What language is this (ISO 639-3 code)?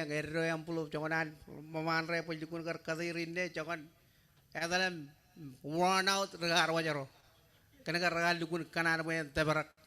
mah